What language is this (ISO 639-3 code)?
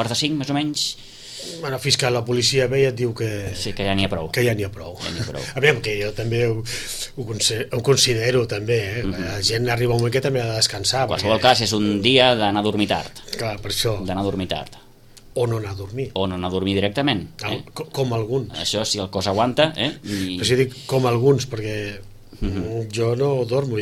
cat